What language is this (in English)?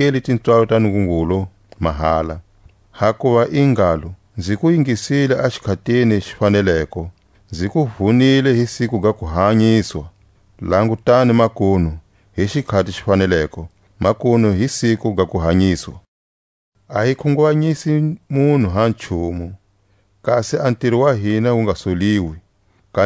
Tswa